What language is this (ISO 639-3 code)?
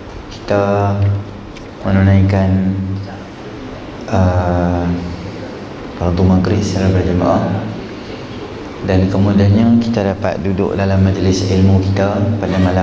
msa